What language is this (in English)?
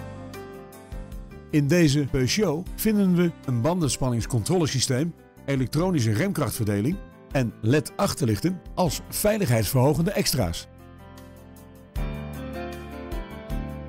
Dutch